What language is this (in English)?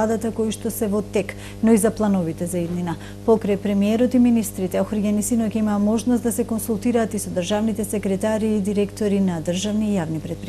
Macedonian